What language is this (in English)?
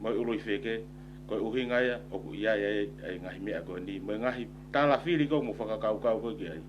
Tongan